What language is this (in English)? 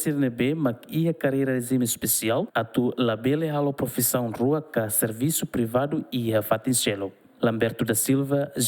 Tetum